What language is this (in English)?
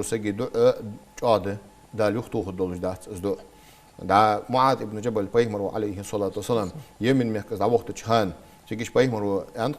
Ingush